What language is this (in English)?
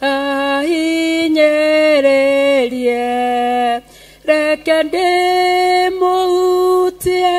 Kikuyu